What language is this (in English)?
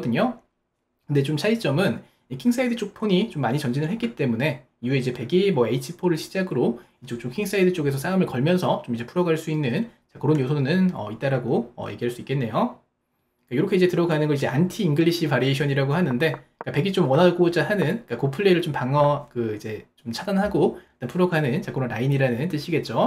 Korean